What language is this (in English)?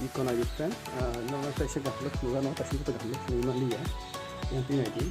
Kok Borok